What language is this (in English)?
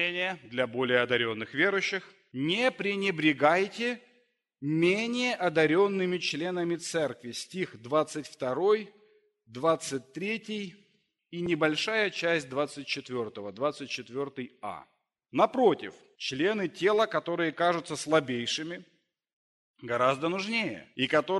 Russian